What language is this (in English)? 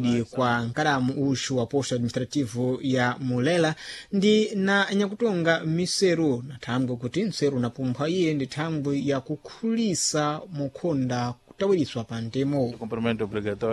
Sena